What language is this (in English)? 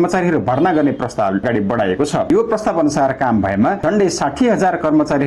Nepali